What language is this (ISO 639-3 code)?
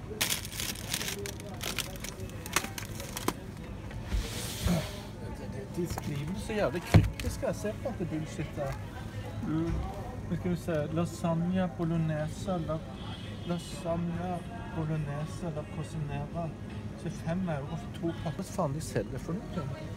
nor